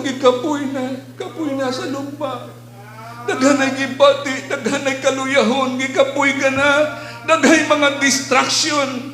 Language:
Cebuano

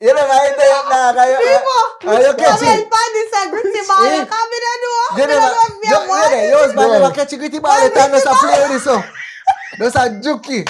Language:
Jamaican Creole English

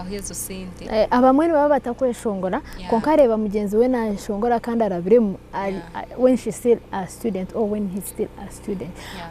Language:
Nyankole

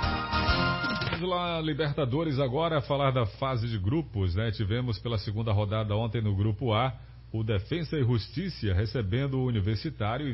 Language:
Portuguese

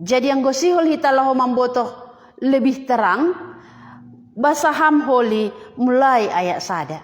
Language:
Batak Simalungun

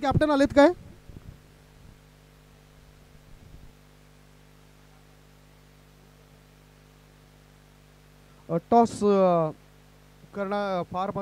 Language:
Marathi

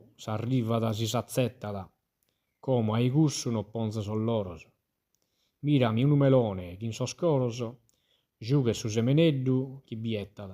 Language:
Sardinian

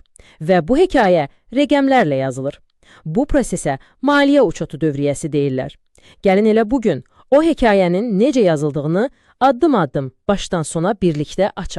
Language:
Azerbaijani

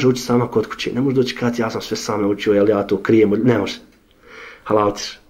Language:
Bosnian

